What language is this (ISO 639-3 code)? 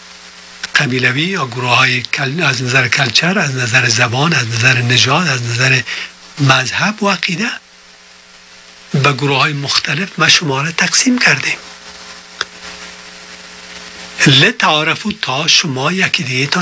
fas